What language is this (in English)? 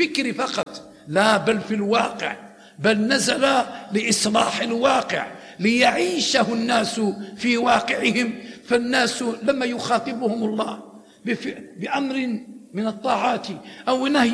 Arabic